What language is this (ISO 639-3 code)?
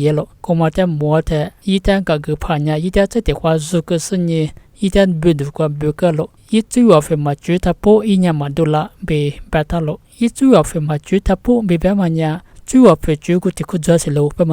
lis